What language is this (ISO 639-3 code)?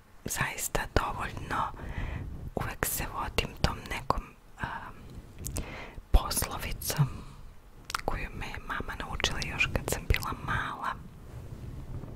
srp